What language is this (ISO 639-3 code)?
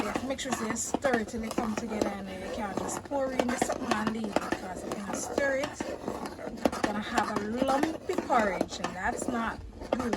jam